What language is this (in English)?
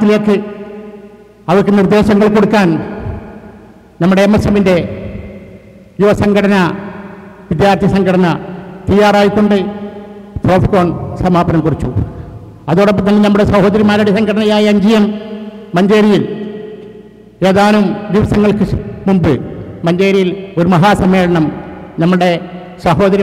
Malayalam